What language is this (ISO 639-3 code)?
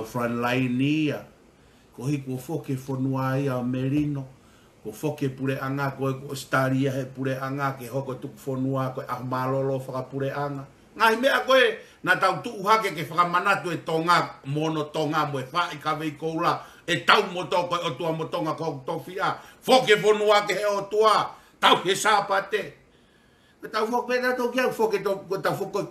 ton